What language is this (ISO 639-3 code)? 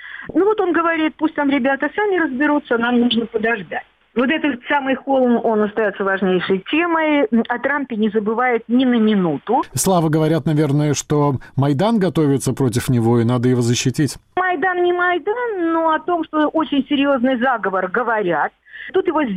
rus